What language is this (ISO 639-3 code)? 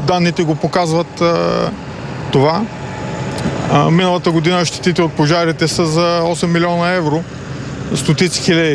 bul